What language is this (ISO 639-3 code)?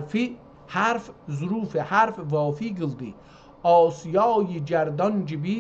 azb